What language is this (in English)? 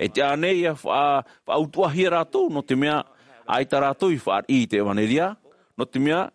Tahitian